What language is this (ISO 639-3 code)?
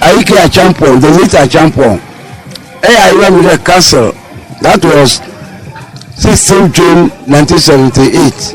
ewe